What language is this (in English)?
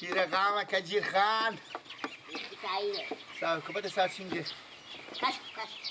Persian